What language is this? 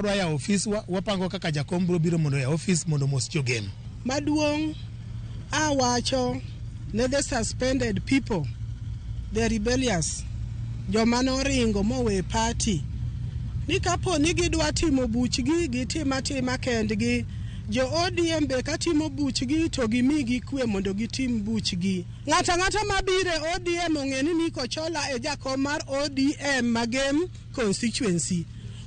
Luo (Kenya and Tanzania)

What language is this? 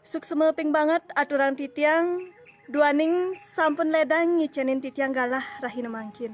Balinese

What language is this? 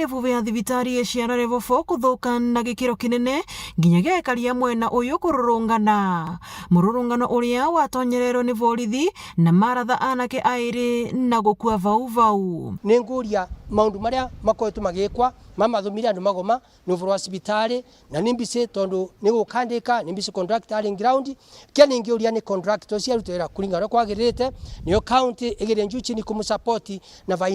Meru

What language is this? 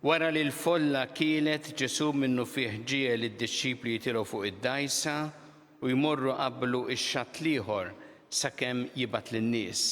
Maltese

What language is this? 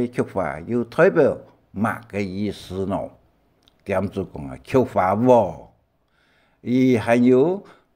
Hakka Chinese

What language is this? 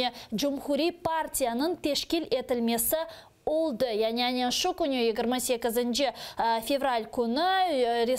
Crimean Tatar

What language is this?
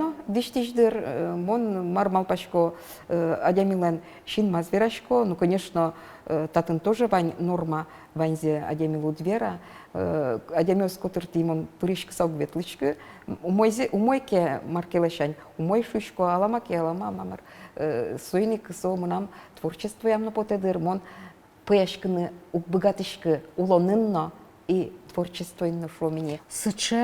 Udmurt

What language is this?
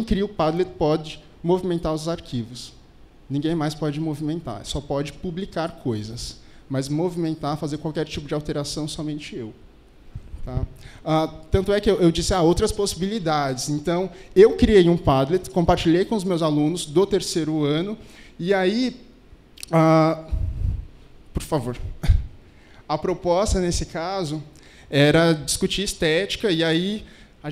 Portuguese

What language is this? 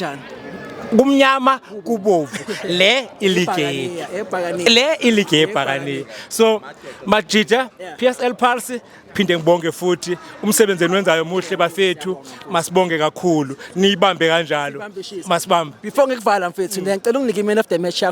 Zulu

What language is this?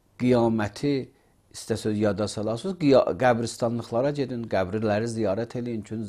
Azerbaijani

